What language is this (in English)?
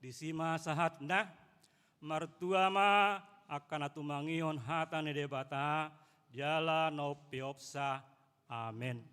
Batak Toba